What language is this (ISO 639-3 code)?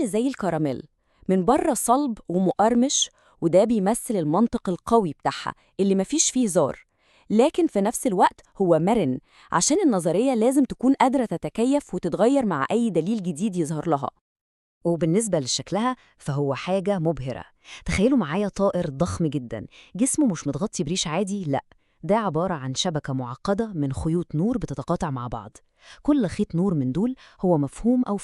arz